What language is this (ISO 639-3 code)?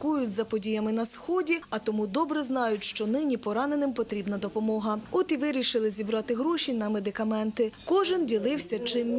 ukr